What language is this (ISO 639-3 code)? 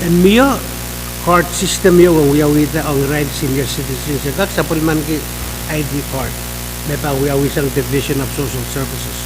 pon